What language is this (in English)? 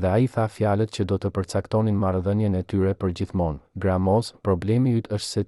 Albanian